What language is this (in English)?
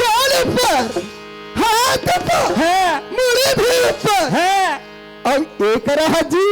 Chhattisgarhi